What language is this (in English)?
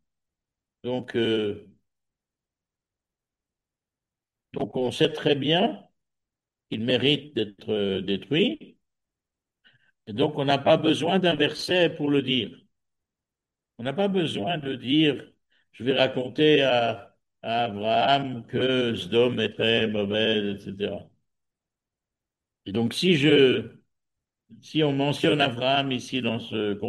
French